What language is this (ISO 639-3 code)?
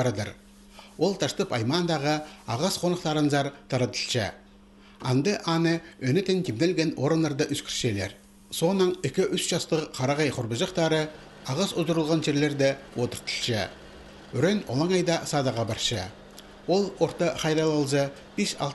kjh